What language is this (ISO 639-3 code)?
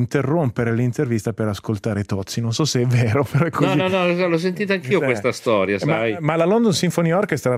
ita